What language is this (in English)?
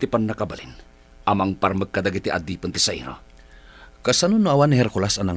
Iloko